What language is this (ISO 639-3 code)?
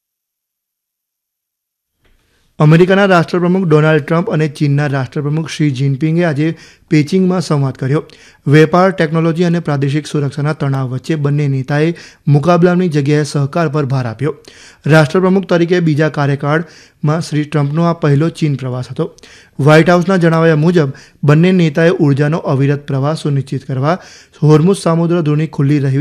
guj